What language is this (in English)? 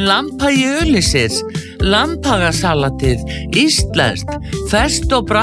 Icelandic